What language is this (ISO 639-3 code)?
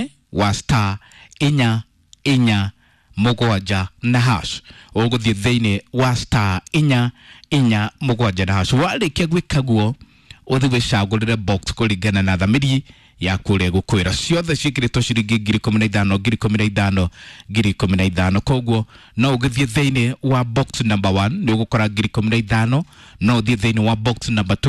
kik